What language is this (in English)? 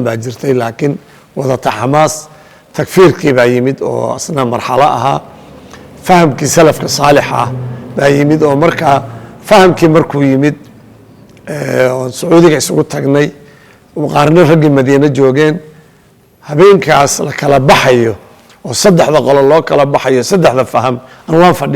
Somali